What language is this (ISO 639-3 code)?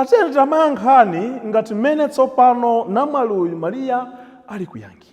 nya